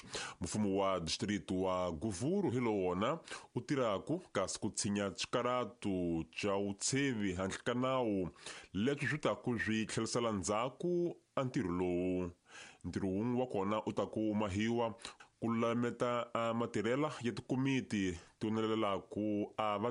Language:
Tsonga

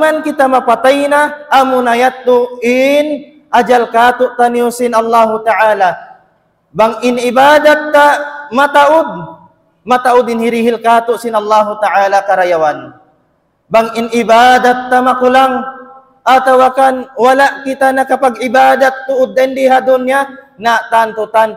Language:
Tausug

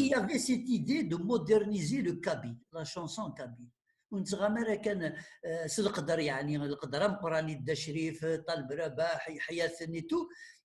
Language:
Kabyle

